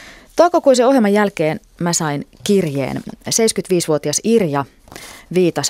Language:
Finnish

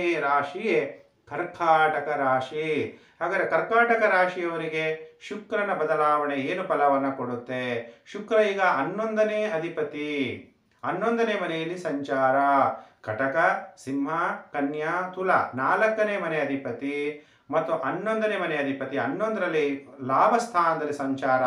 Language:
Kannada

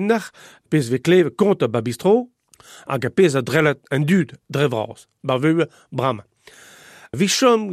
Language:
Breton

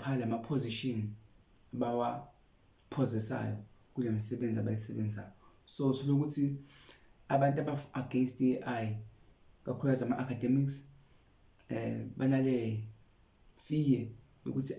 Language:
Zulu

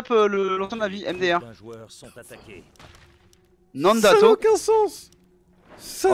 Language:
French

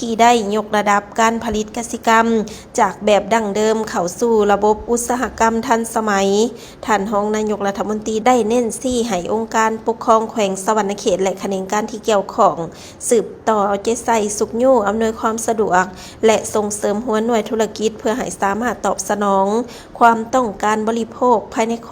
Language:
Lao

